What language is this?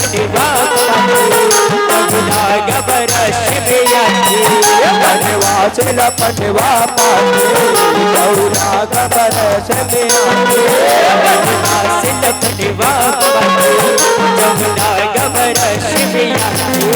Chhattisgarhi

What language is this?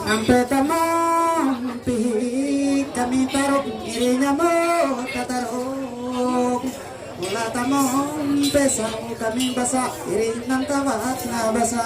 Ma'anyan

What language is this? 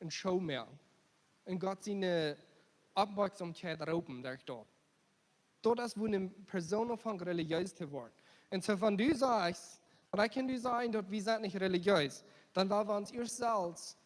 Plautdietsch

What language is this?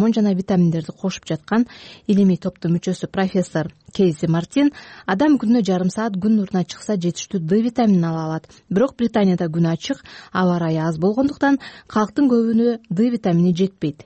Kyrgyz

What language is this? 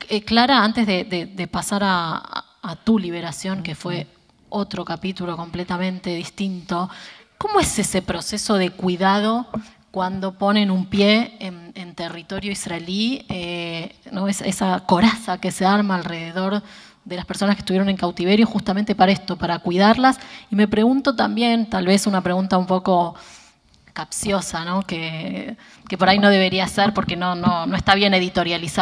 Spanish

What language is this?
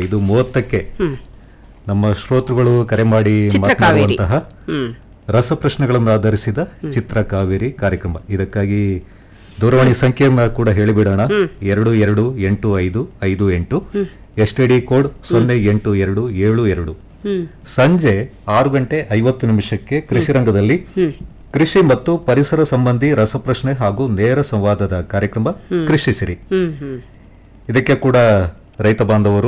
Kannada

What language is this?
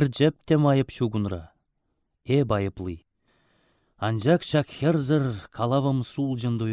Chuvash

